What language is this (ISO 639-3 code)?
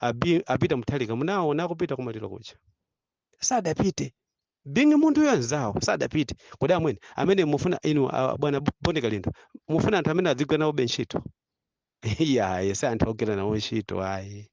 nya